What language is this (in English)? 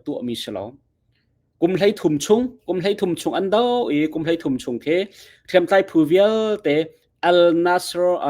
Hakha Chin